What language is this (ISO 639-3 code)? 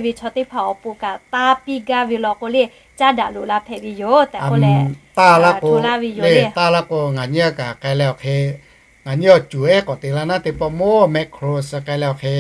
lhu